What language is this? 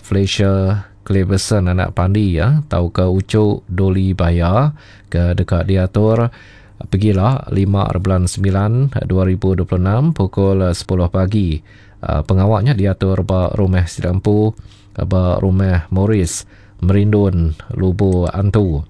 Iban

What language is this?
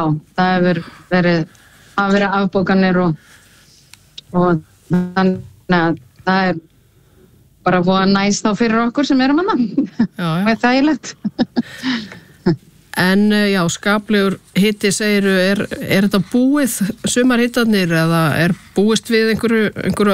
Icelandic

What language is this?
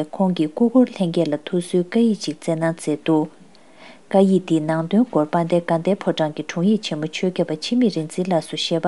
Tibetan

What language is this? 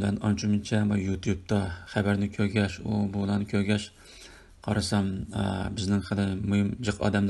Uyghur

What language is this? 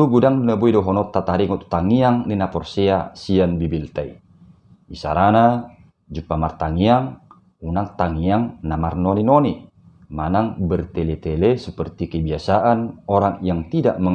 Batak Toba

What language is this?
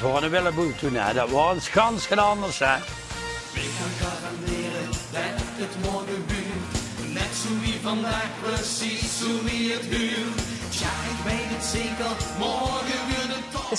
Limburgish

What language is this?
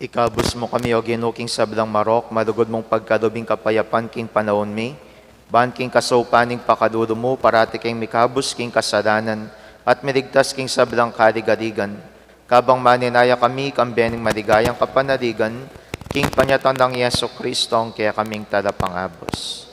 Pampanga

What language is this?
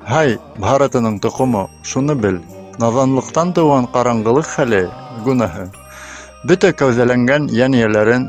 Bashkir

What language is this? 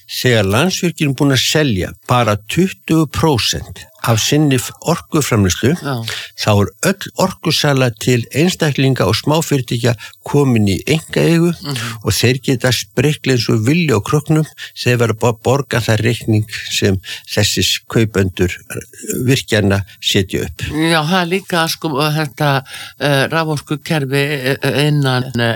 Icelandic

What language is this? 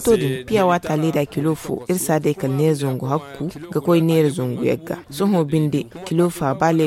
Zarma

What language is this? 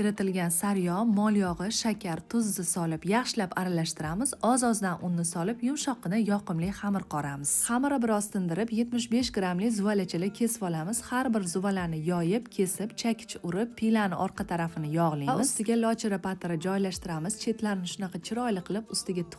Uzbek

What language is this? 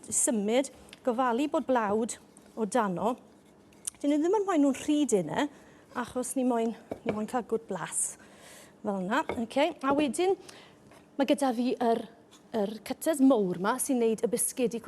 Welsh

